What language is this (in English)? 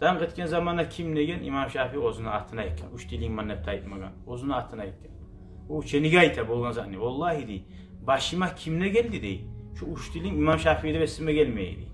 Kumyk